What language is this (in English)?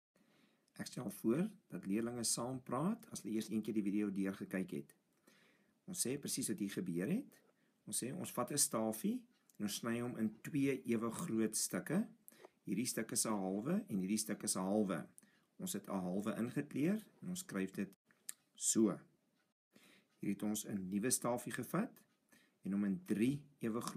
Afrikaans